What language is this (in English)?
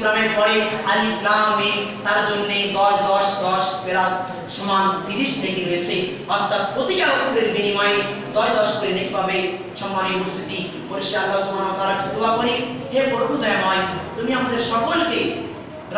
Bangla